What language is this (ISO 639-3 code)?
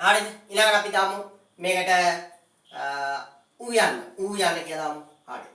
sin